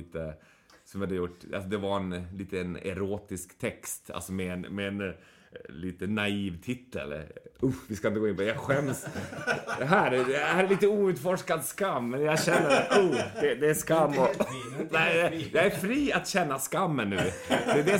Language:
Swedish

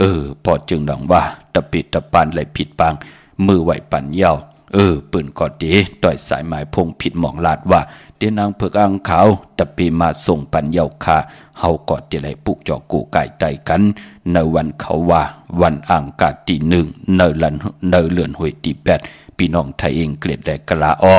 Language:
Shan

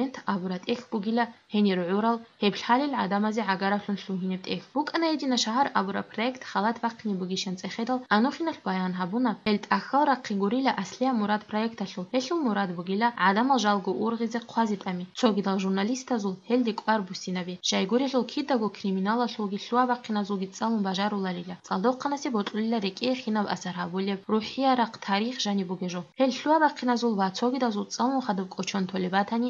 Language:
Avaric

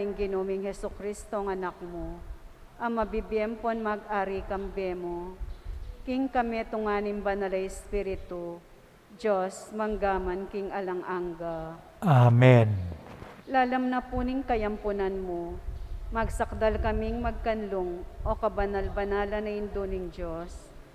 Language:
Pampanga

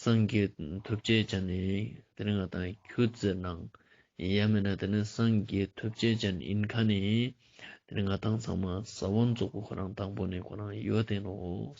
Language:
Ladakhi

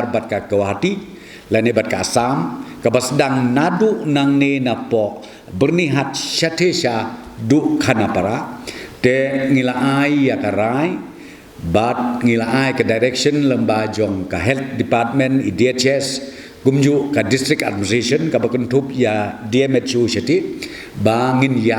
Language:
Khasi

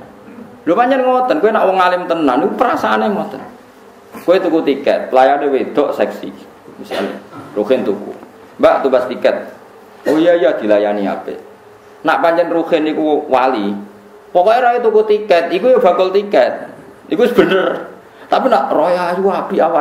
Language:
Javanese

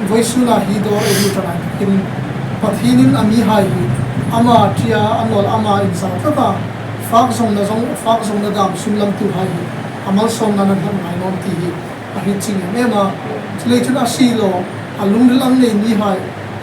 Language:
Hmar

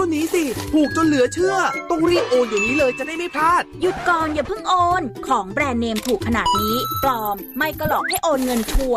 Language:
Thai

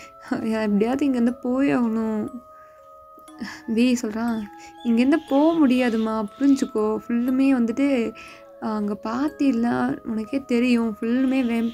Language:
Tamil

